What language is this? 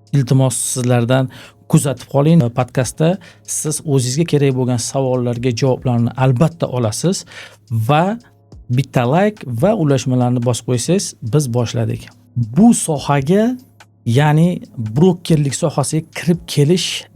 Uzbek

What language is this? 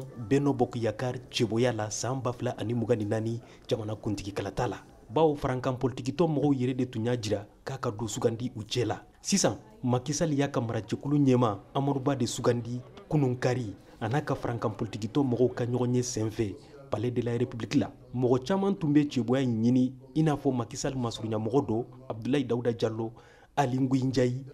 Bambara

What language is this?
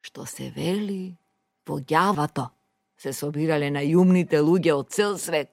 Macedonian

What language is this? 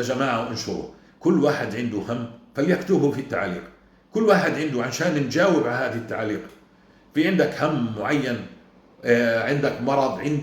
North Levantine Arabic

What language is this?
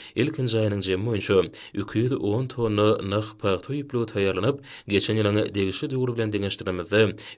Turkmen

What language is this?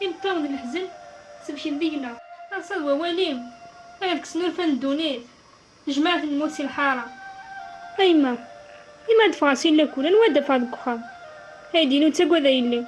Kabyle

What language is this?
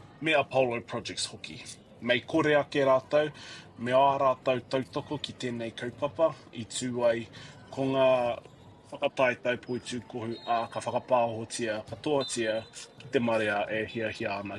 Māori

